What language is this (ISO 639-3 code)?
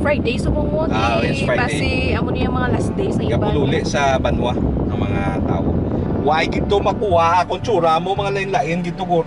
hil